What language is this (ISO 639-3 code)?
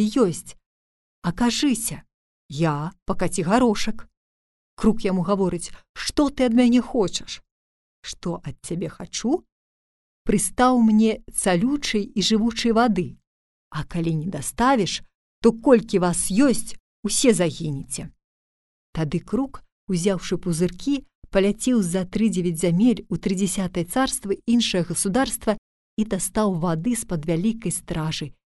bel